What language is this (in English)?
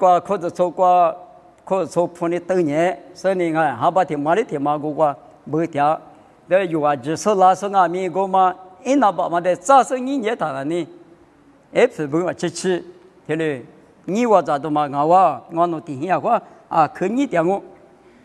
Lisu